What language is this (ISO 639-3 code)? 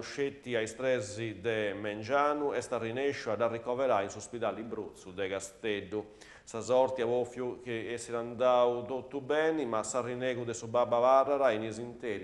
srd